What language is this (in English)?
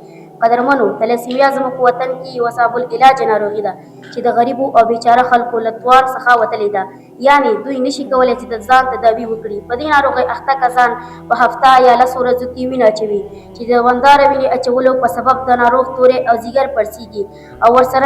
Pashto